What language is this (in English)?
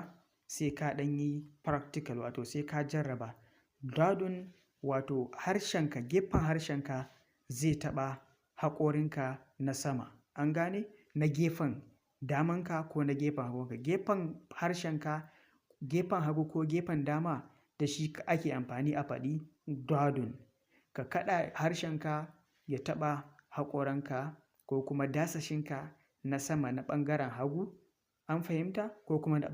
Hausa